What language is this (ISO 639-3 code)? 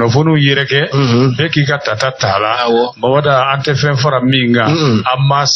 bam